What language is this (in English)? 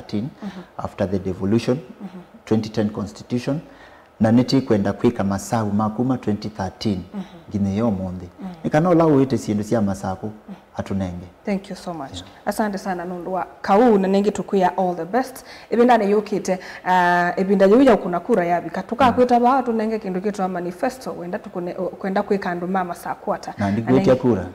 Kamba